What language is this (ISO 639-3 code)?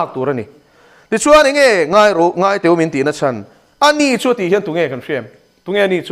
lus